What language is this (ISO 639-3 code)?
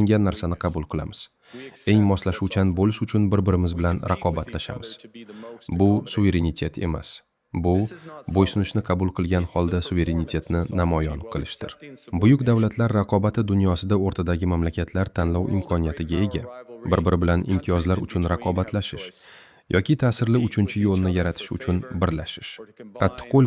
uzb